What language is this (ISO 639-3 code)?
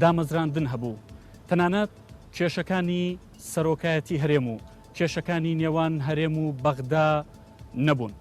ckb